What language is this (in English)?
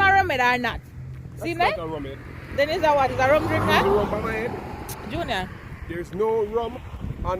Jamaican Creole English